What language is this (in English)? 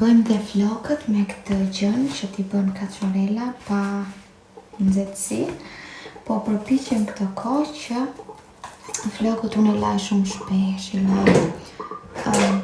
Albanian